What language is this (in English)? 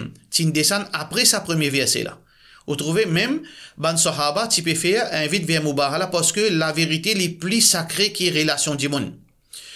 Morisyen